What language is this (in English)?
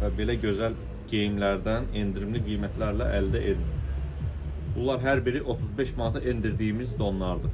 Azerbaijani